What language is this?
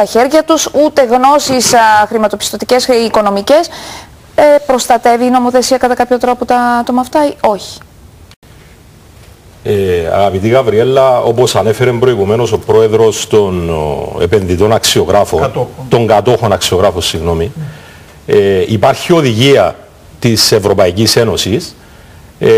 Greek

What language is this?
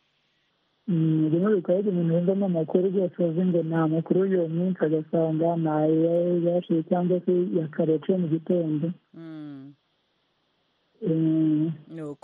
Kinyarwanda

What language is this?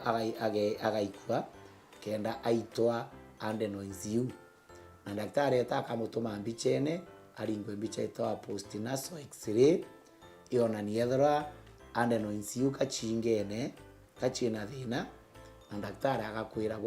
Meru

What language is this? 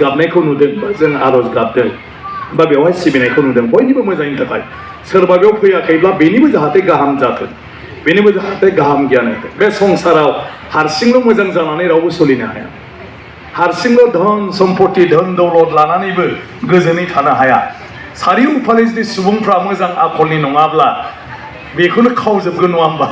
Bodo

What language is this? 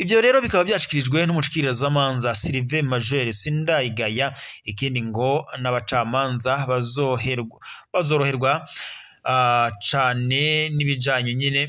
Rundi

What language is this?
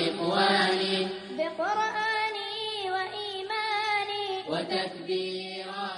Somali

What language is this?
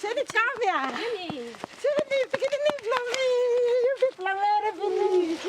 Tok Pisin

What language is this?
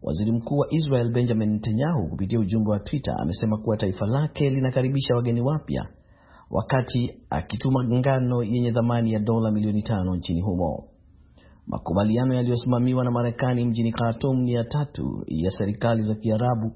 Swahili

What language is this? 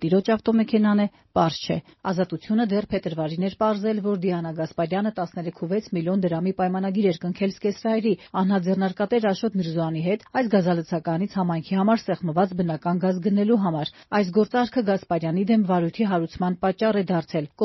Armenian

